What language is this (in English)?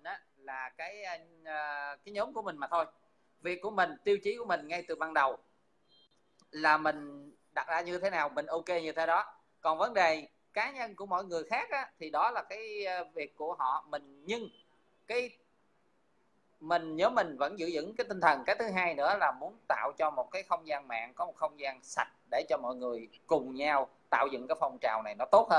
Vietnamese